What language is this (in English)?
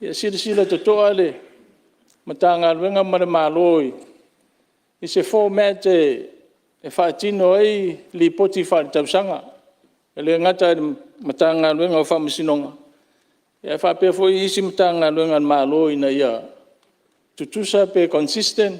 Samoan